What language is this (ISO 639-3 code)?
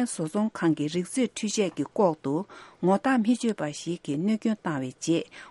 bod